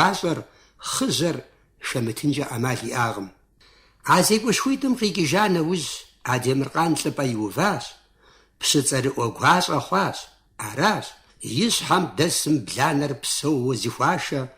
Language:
Kabardian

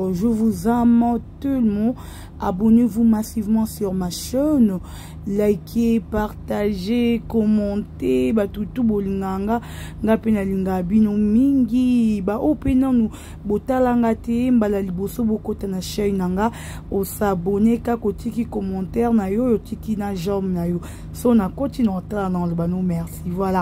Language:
Lingala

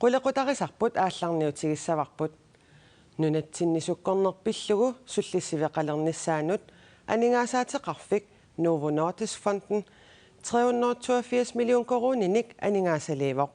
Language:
Kalaallisut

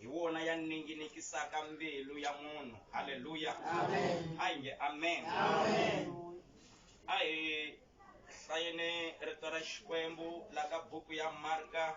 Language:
Tsonga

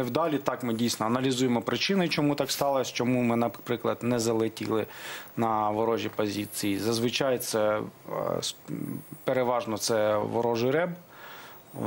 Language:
Ukrainian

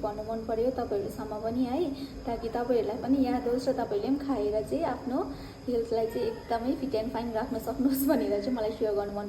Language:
Nepali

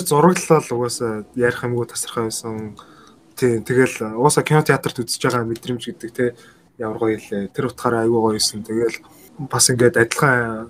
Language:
Mongolian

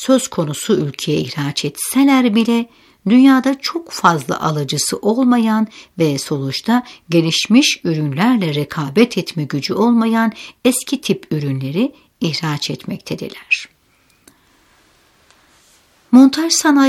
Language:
Turkish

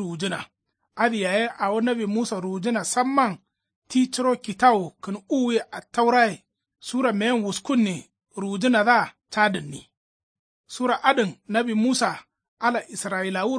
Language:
Kanuri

